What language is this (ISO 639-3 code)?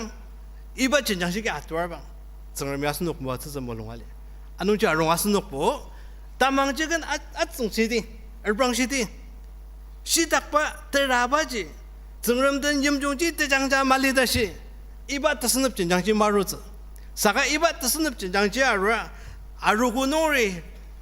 njo